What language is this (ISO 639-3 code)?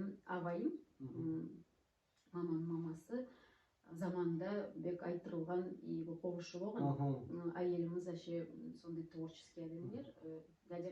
nog